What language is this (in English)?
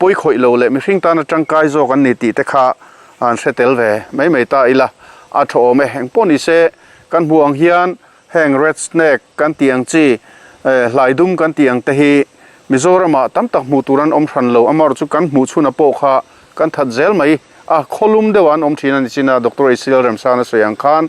Mizo